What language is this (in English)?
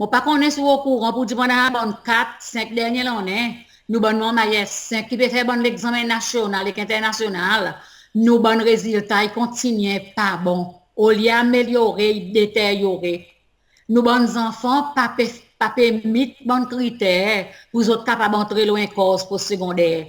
Seselwa Creole French